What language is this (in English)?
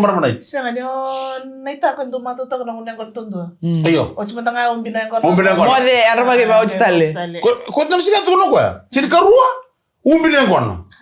Fijian